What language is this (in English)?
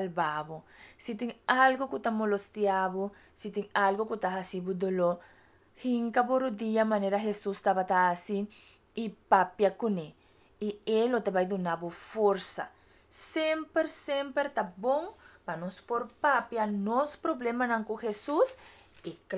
Papiamento